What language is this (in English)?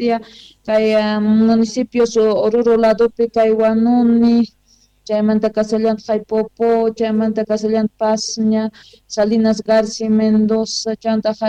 South Bolivian Quechua